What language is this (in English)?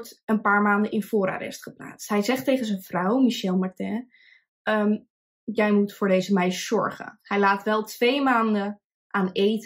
Dutch